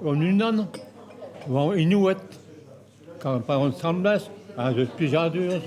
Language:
Breton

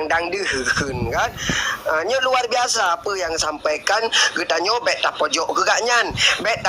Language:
Achinese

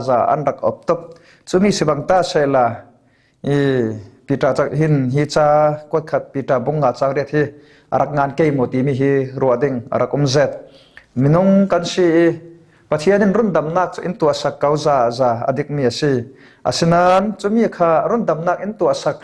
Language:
Falam Chin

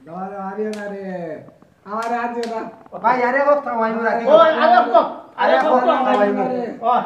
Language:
Sylheti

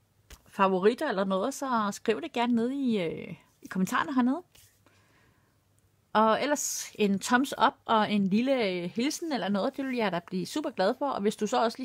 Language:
Danish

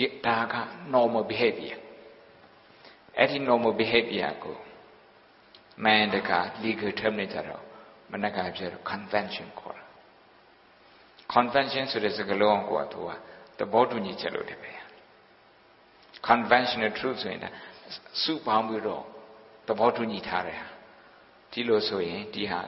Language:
Burmese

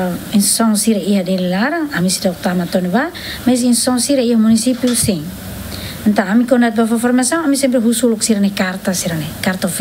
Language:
Tetum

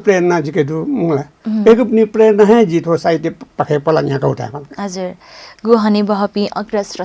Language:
Newari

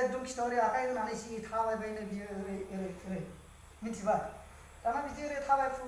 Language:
Bodo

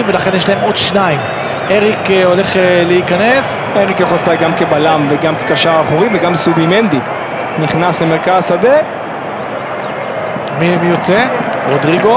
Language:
Hebrew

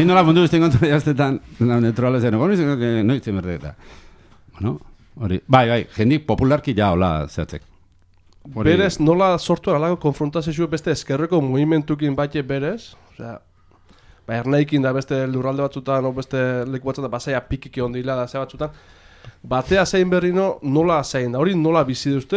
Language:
Basque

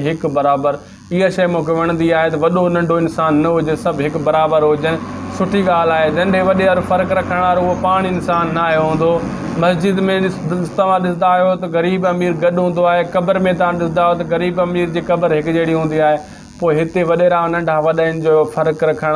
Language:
Sindhi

